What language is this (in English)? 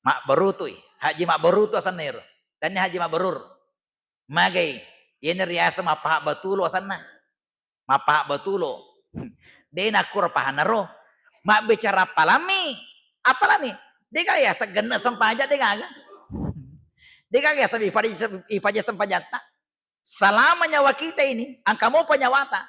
Buginese